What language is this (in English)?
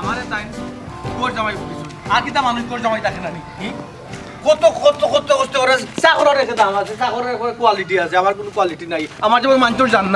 Sylheti